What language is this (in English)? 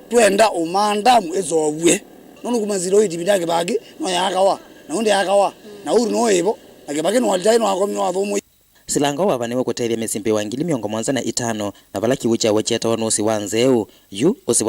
Kamba